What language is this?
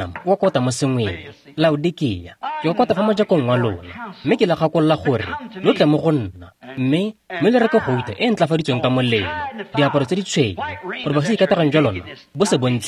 Tswana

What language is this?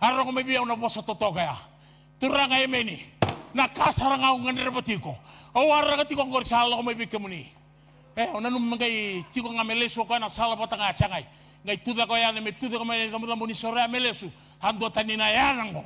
Fijian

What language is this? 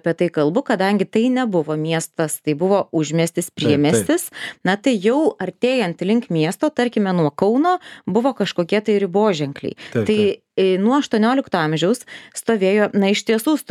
Lithuanian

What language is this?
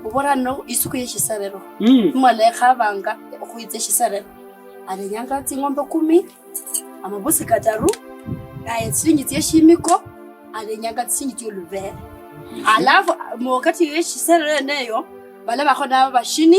Kabras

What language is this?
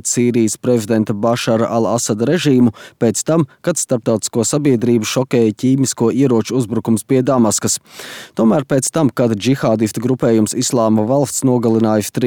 Latvian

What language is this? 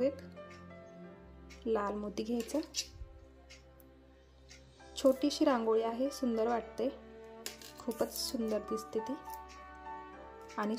Marathi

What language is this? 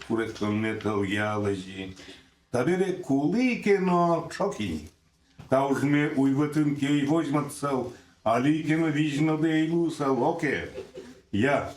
Udmurt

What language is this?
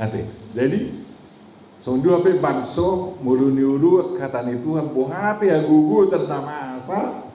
Batak Toba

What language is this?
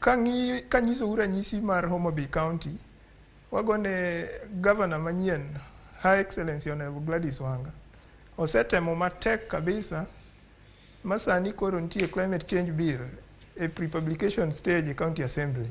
Luo (Kenya and Tanzania)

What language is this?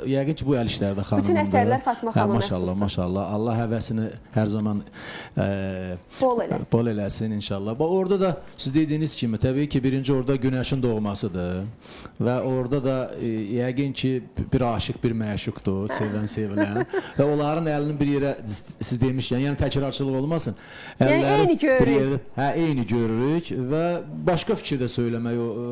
Azerbaijani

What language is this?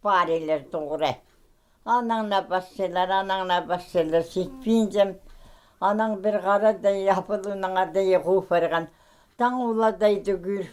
Khakas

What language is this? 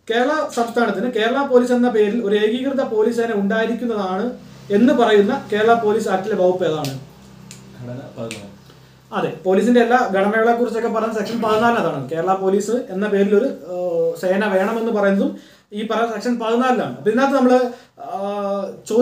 Malayalam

